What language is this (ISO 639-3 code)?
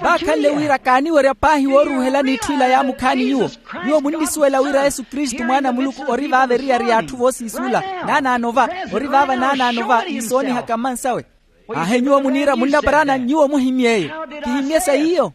vmw